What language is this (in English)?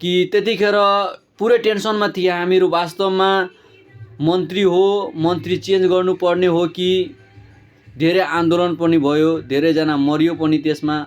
Nepali